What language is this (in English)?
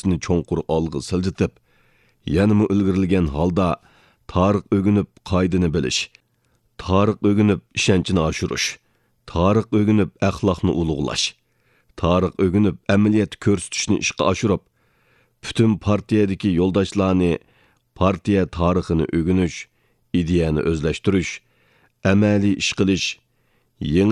Uyghur